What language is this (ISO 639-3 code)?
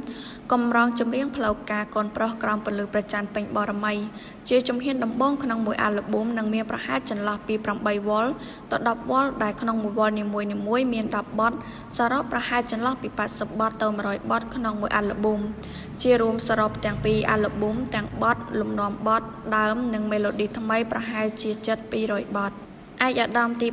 khm